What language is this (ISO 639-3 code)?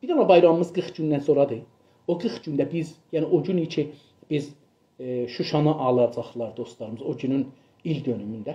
azb